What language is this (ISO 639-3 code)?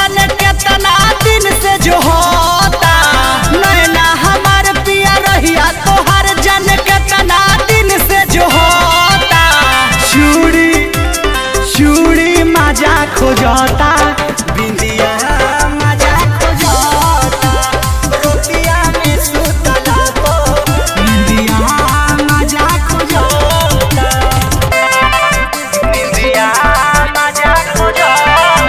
bho